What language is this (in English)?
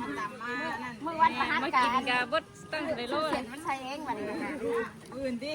Northeastern Thai